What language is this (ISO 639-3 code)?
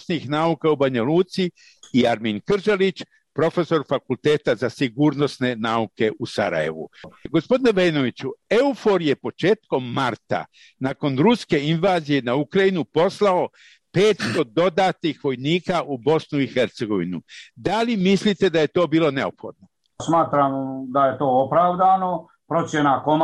bos